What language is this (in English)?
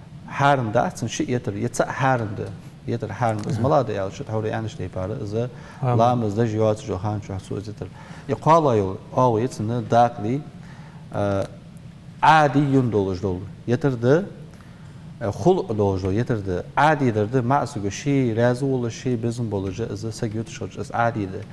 Ingush